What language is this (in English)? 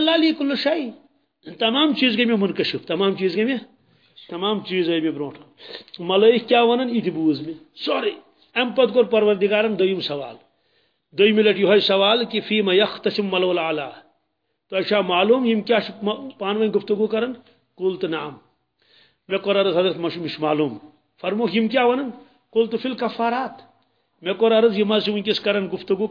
Kashmiri